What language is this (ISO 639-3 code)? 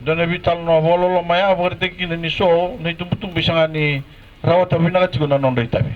fij